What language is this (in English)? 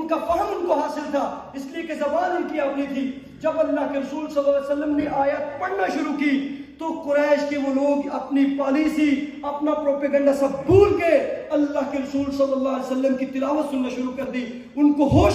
Urdu